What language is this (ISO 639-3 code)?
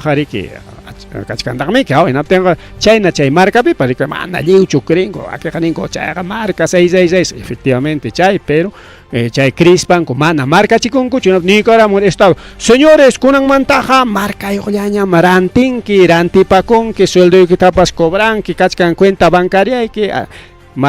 quy